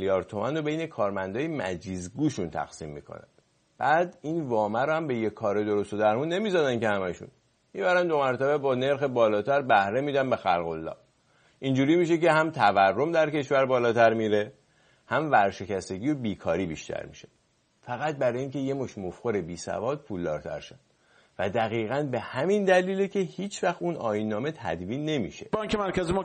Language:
Persian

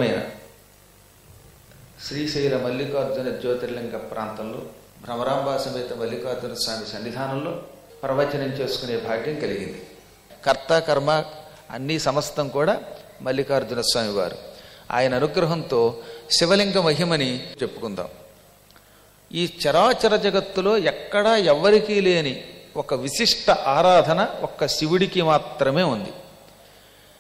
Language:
Telugu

